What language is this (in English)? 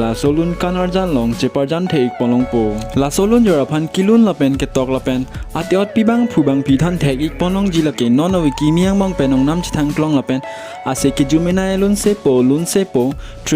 Karbi